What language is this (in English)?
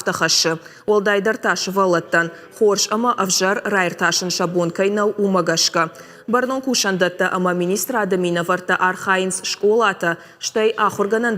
Ossetic